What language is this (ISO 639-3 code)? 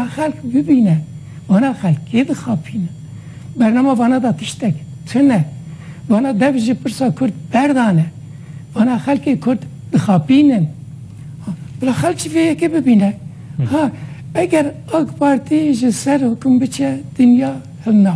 kur